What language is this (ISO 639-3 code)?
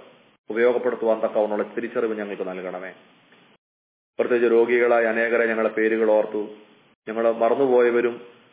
mal